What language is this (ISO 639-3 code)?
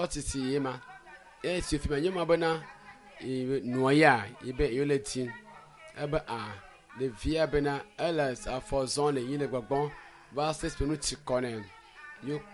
ewe